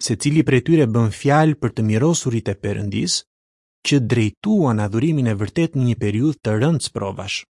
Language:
Albanian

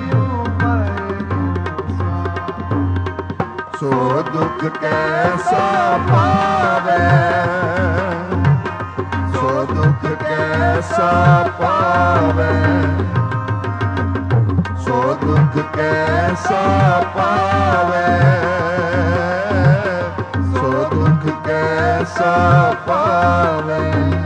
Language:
Punjabi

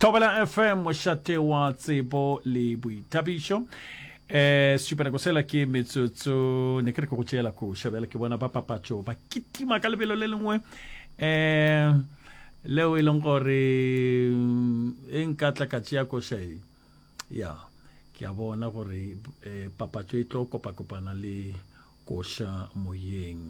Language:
Northern Sotho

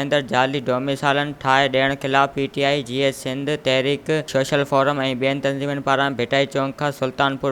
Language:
Sindhi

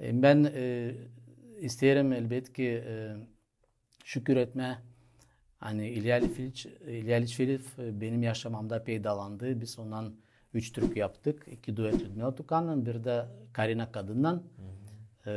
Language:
Gagauz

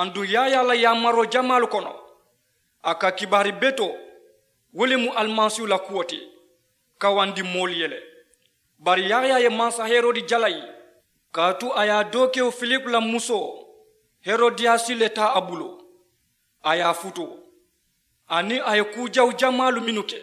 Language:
Mandingo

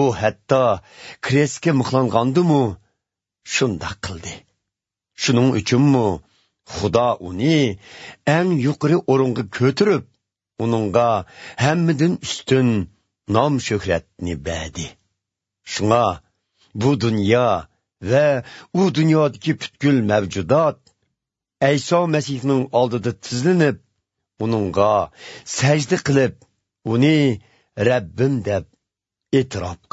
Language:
Uyghur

